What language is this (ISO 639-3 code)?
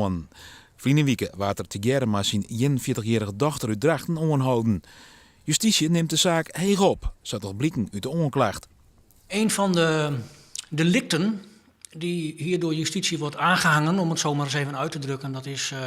fry